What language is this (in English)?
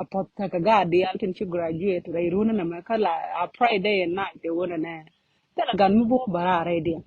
Nuer